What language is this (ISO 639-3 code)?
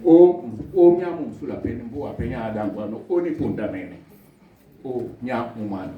dua